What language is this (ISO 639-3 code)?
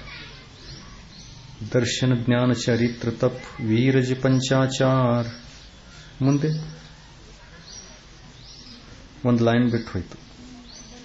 kan